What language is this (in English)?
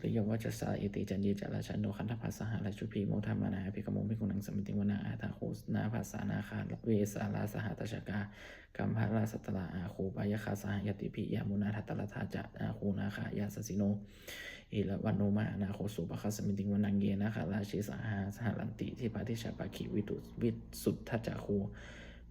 Pali